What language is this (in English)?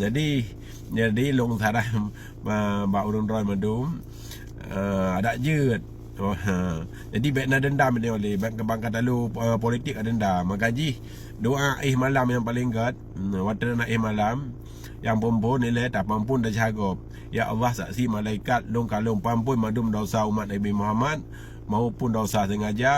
Achinese